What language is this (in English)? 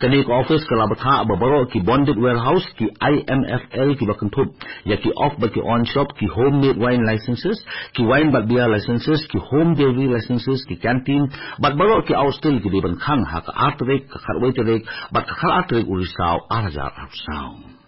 Khasi